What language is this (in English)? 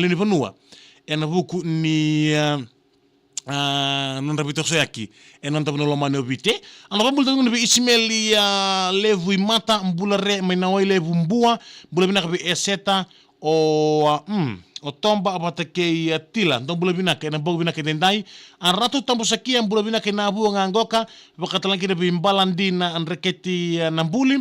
Fijian